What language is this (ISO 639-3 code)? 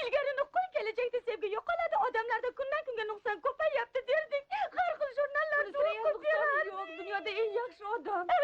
uzb